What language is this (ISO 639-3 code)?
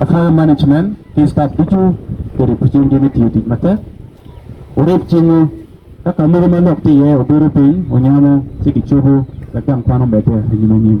ach